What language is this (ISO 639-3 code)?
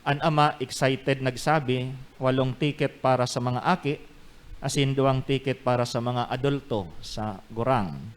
bik